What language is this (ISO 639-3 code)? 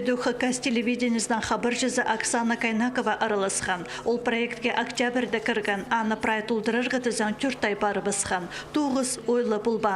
kjh